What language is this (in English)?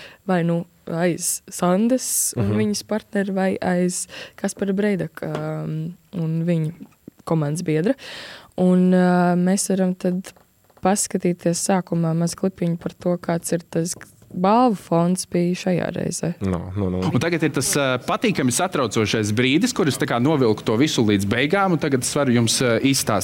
Latvian